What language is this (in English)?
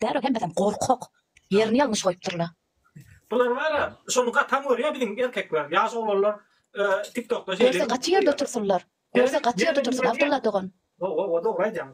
Turkmen